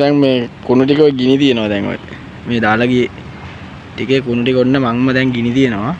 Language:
Sinhala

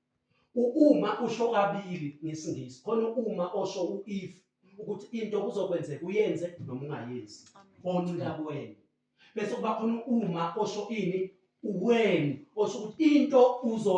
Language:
Zulu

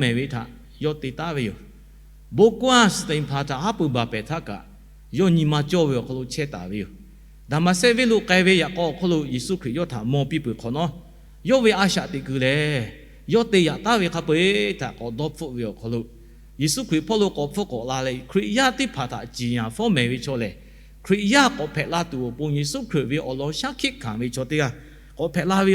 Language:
Lahu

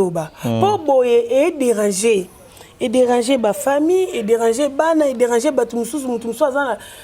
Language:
Lingala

